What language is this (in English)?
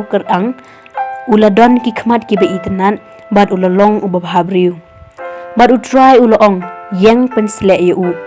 Khasi